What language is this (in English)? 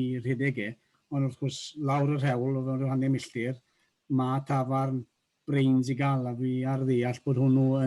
Welsh